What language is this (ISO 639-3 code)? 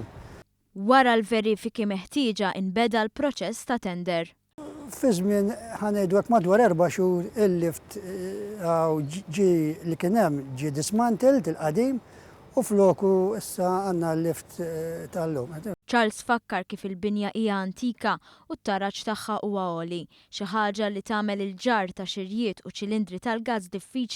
mlt